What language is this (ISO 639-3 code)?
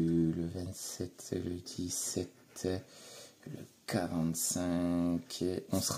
fra